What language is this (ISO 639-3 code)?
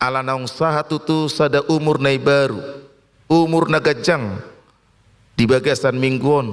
bbc